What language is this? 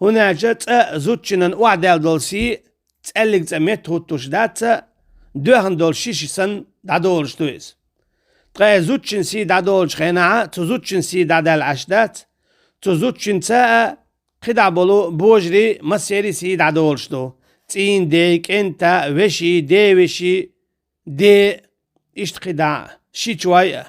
Chechen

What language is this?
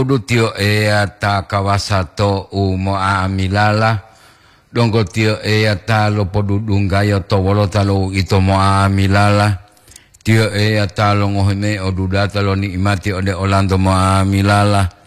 Gorontalo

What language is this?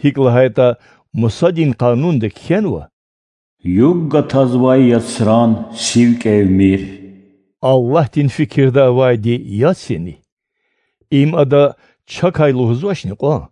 Lezghian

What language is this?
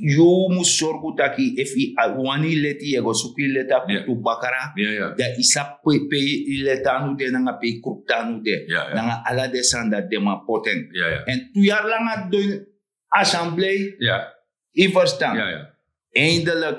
Sranan Tongo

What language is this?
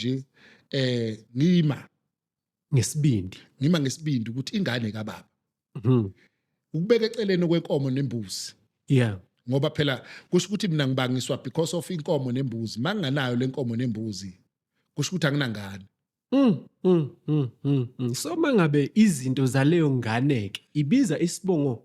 Zulu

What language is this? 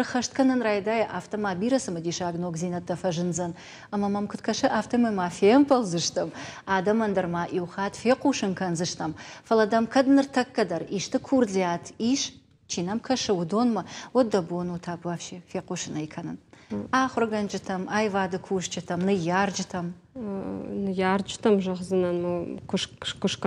Ossetic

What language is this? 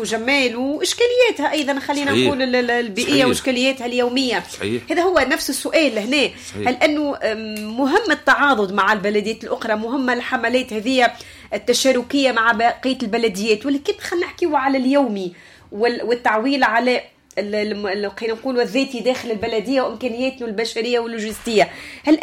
Tunisian Arabic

